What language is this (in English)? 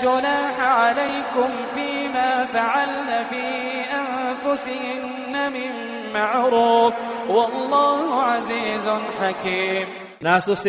Iranun (Philippines)